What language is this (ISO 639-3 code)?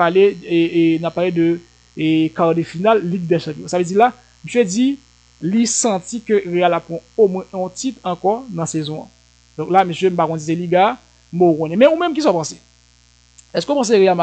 hat